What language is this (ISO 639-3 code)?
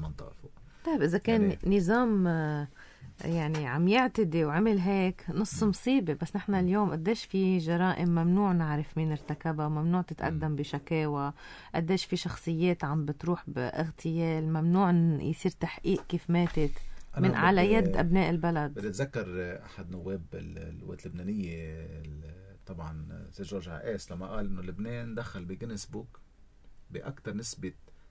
apc